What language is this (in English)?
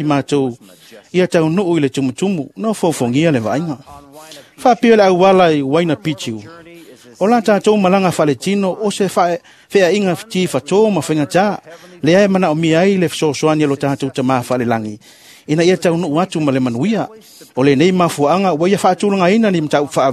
Samoan